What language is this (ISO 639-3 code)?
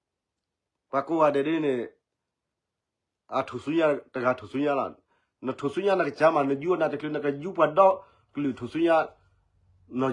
ksw